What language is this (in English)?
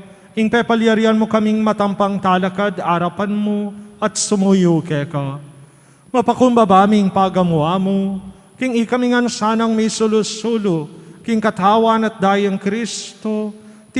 Pampanga